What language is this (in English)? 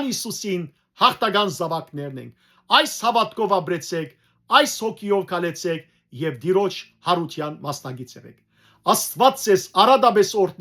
Western Armenian